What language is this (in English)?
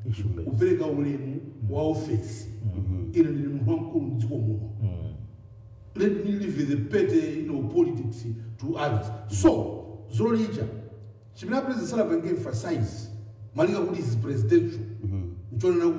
Nyanja